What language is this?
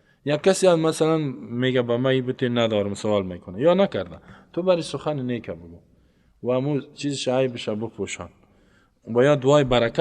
Persian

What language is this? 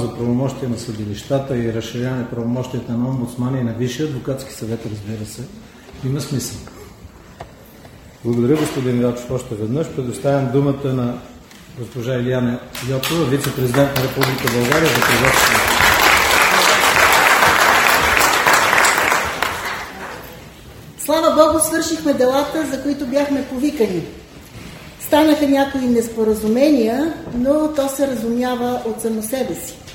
Bulgarian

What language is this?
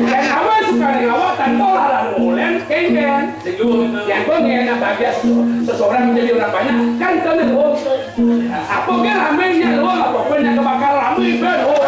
Balinese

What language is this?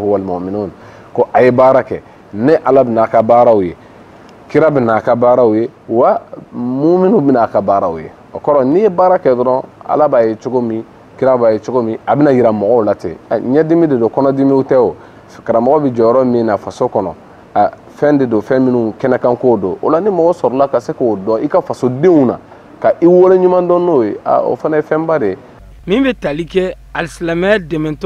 Bambara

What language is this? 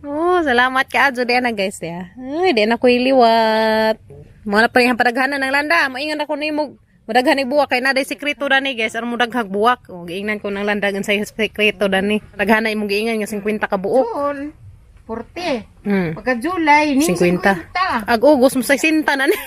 Cebuano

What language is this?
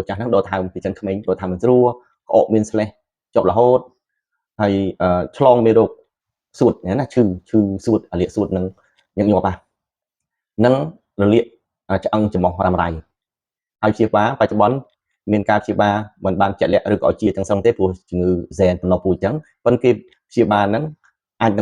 Khmer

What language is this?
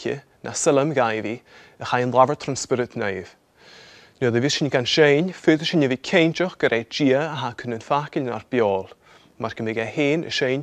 Scottish Gaelic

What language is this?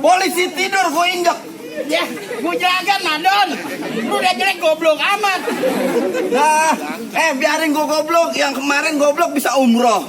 Betawi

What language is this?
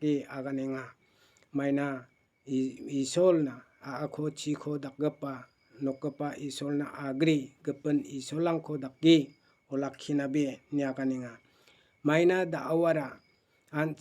Garo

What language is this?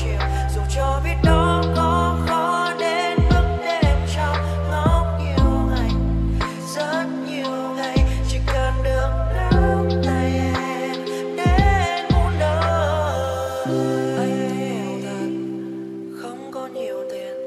Vietnamese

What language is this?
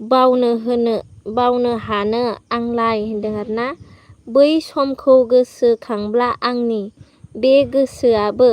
Bodo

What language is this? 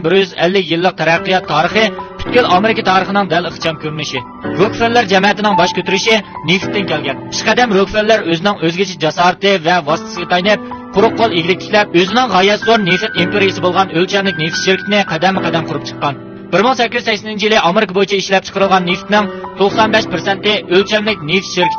Uyghur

